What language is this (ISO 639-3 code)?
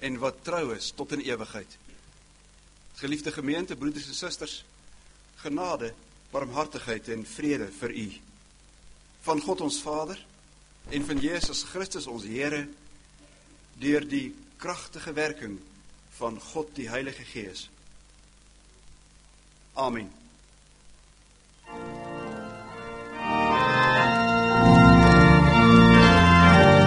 afr